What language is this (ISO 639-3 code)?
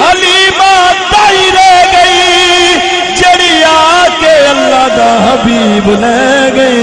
skr